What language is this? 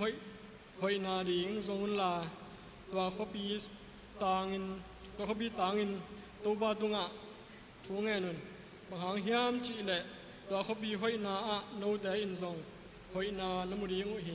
Tedim Chin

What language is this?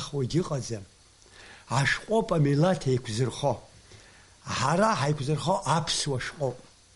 Abkhazian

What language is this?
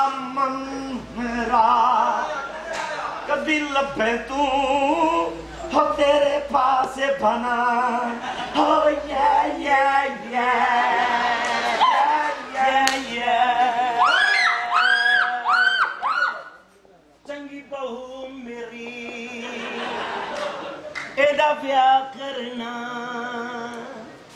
Punjabi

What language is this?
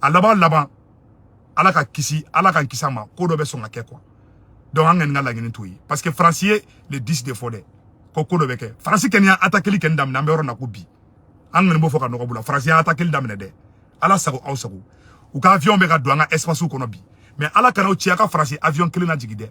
Bambara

